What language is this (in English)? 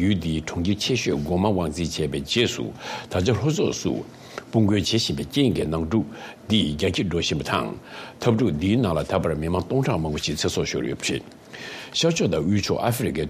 Tibetan